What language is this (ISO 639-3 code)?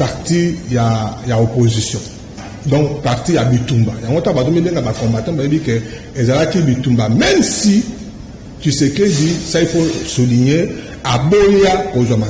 lin